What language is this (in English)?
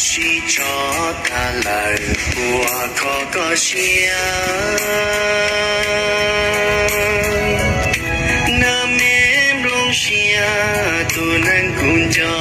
Hmong